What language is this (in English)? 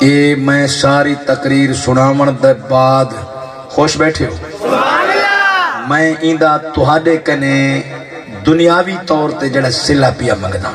Saraiki